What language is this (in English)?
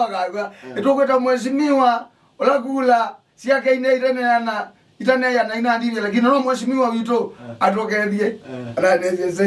Kamba